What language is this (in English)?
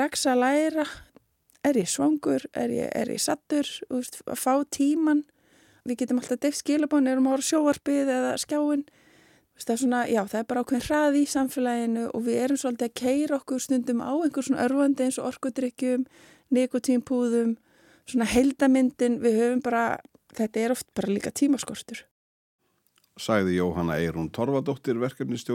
Icelandic